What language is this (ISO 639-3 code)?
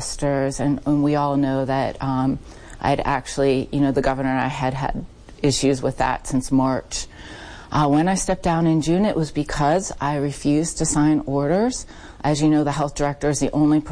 eng